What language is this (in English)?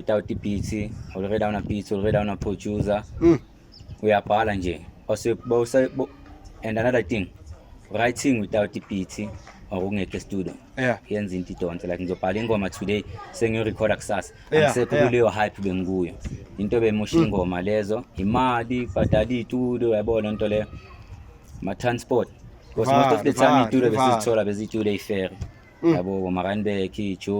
Zulu